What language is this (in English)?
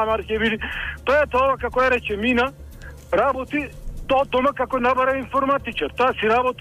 Macedonian